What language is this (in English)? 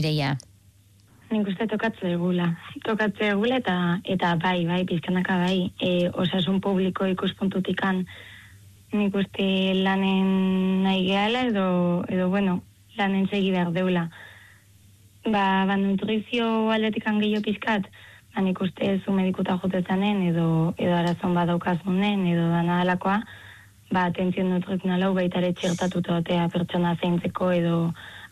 Basque